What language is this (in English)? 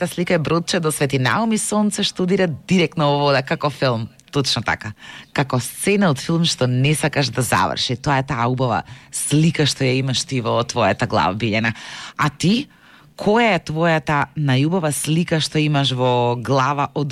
Macedonian